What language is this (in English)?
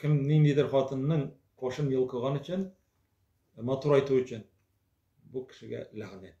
Tatar